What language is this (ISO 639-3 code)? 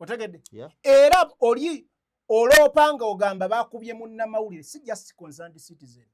lug